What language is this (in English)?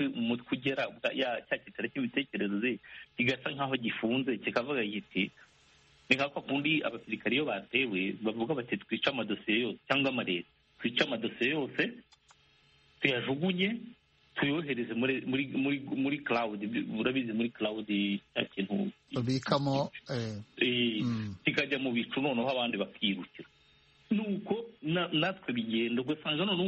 Kinyarwanda